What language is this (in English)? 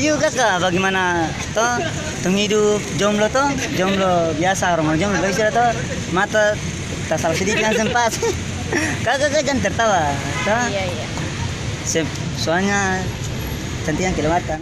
Ambonese Malay